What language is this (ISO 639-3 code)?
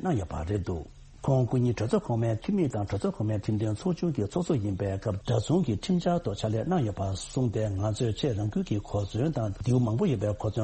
bod